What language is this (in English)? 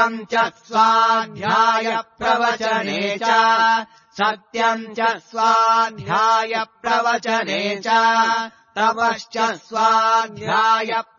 Sanskrit